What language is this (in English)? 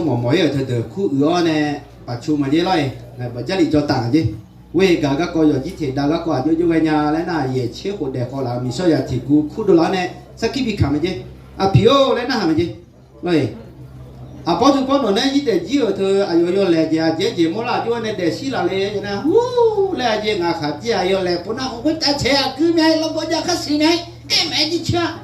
Akha